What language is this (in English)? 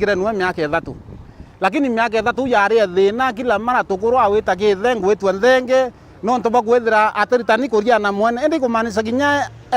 Meru